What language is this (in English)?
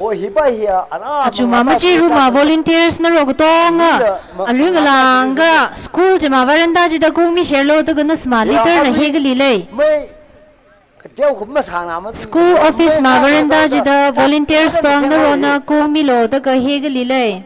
Tangkhul Naga (India)